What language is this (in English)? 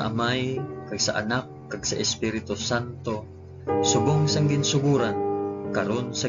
Hiligaynon